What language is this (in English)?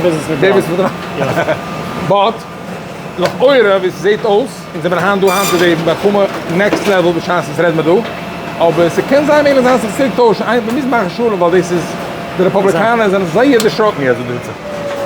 Yiddish